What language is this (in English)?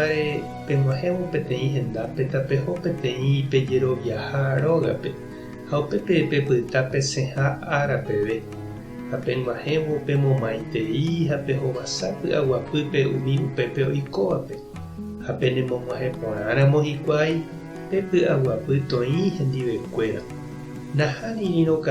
Guarani